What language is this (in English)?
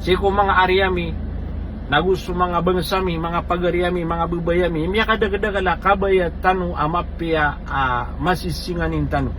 Maranao